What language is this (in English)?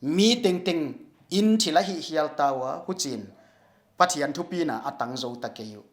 Paite Chin